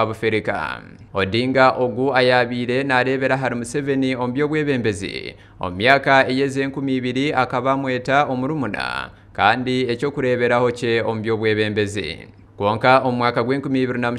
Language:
Nyankole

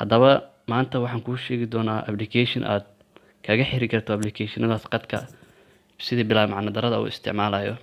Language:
Somali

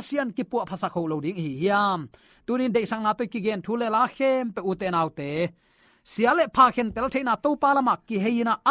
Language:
Tedim Chin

